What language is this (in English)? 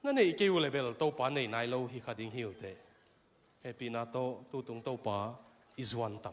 Tedim Chin